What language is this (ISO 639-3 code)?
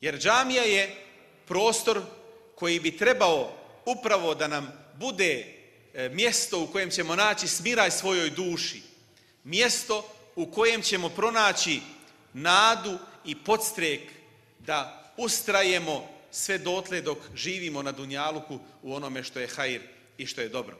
bos